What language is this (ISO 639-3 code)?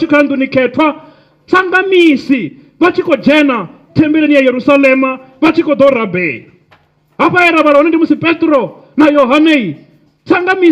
ven